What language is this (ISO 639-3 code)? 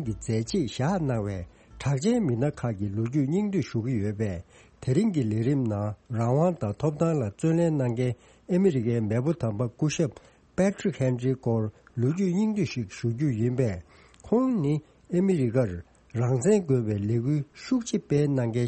bod